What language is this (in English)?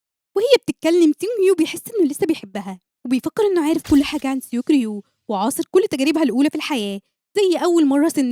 Egyptian Arabic